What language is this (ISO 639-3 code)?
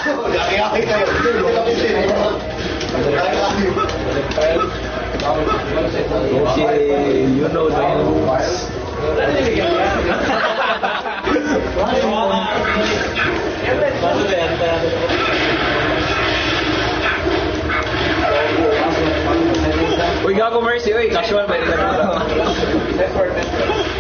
fil